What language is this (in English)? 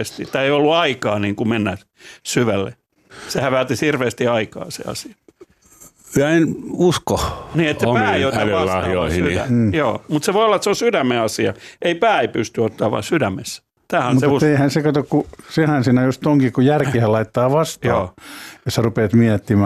Finnish